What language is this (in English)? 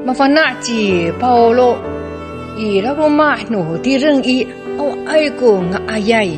Amis